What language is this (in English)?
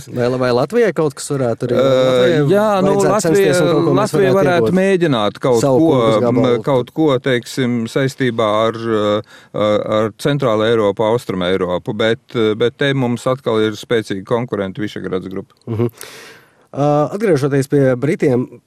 Latvian